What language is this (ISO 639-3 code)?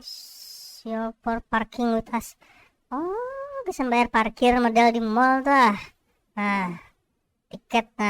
bjn